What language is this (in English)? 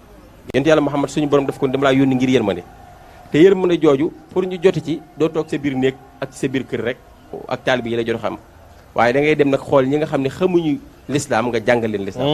Wolof